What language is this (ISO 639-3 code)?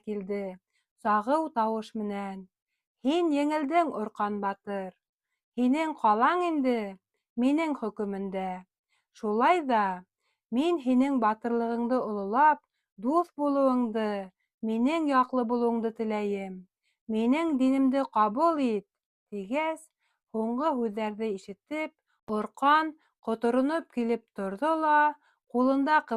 bak